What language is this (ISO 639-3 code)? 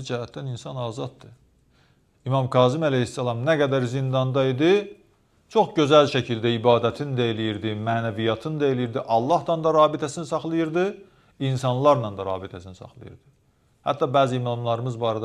aze